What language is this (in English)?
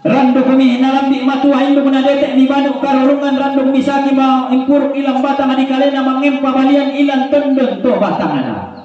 Toraja-Sa'dan